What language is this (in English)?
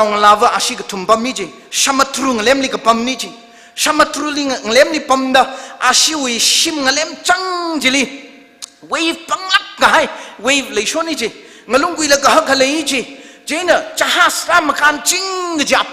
Tangkhul Naga (India)